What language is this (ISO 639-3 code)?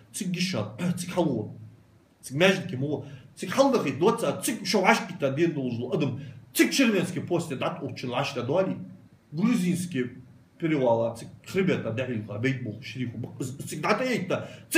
inh